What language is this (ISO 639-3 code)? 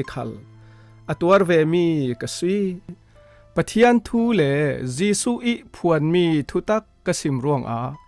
cfm